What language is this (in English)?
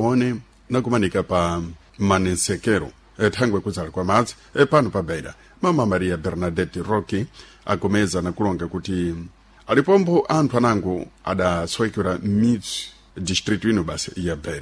Sena